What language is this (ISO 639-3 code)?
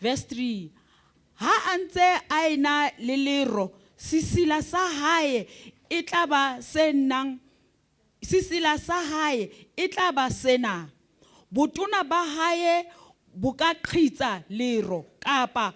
sot